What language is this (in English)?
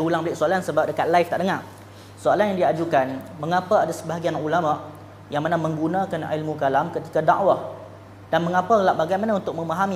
Malay